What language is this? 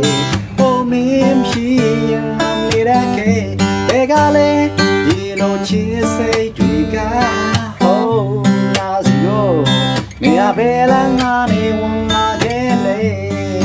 Burmese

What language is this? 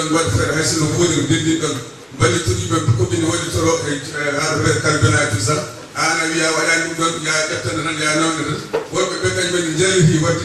Fula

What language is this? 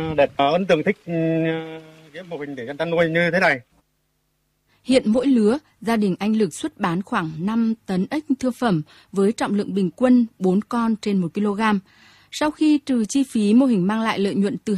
Vietnamese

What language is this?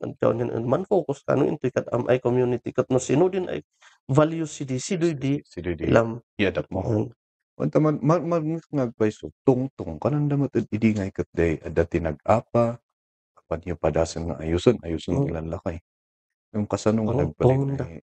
Kankanaey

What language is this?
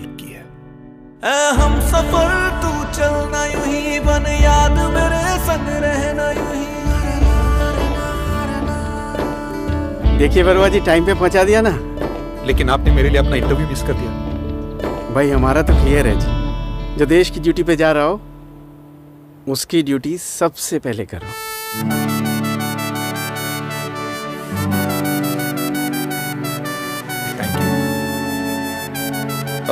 Hindi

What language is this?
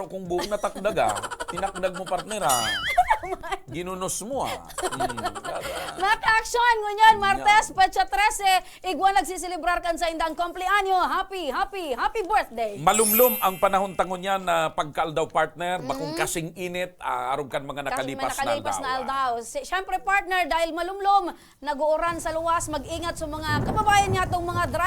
Bikol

